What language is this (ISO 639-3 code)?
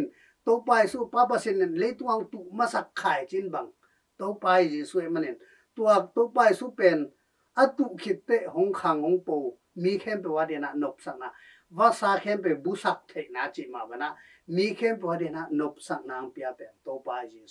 ctd